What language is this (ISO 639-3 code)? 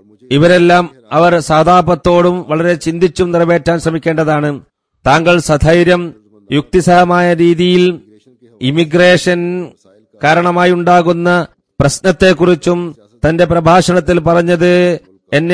mal